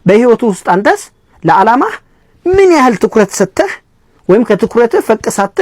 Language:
Amharic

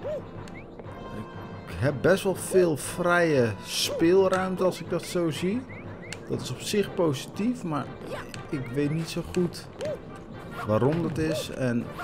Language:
Dutch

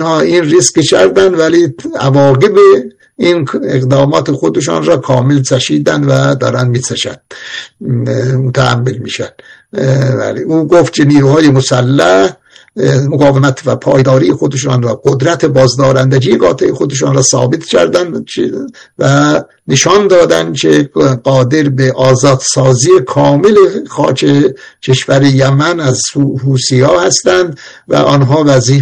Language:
Persian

